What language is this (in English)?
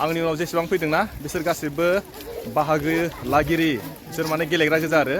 Bodo